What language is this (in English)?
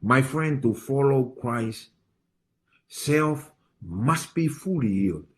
Tongan